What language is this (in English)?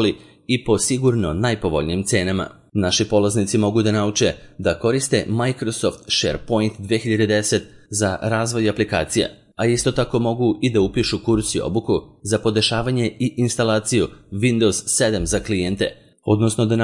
Serbian